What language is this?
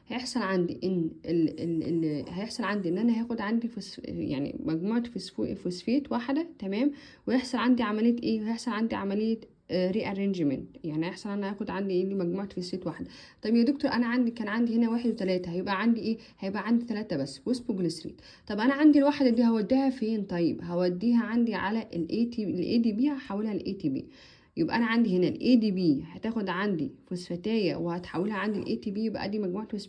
Egyptian Arabic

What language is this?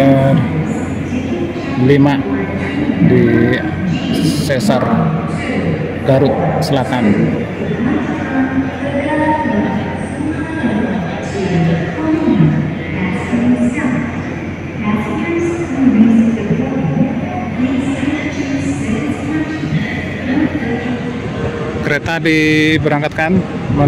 Indonesian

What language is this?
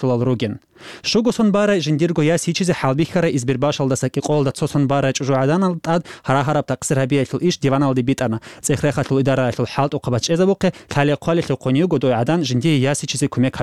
Avaric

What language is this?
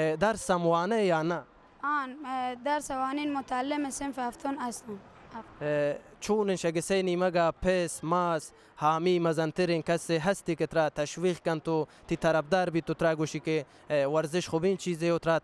Baluchi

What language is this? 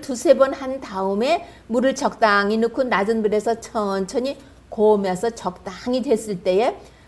Korean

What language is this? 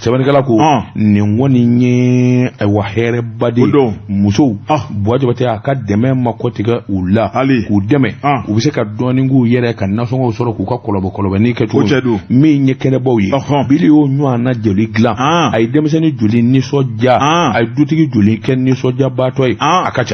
Bambara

